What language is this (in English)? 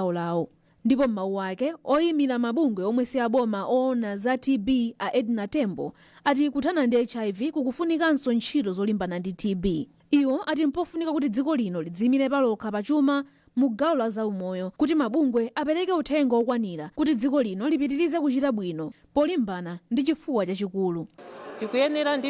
Nyanja